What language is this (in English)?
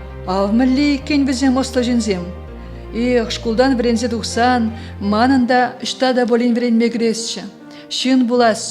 Chuvash